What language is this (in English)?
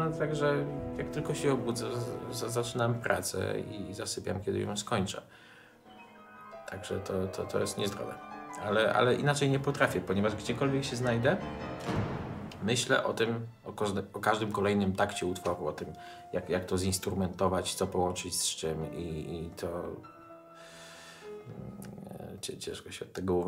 Polish